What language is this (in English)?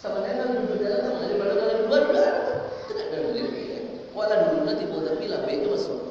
Minangkabau